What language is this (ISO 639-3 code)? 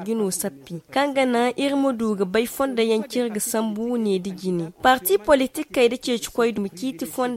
dje